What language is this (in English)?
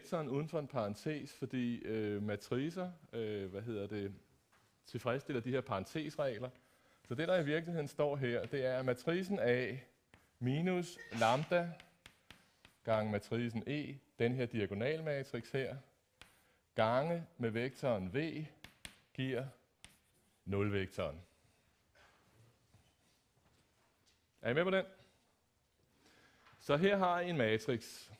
Danish